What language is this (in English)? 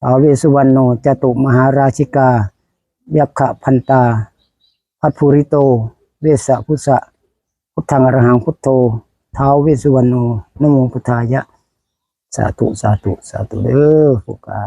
Northeastern Thai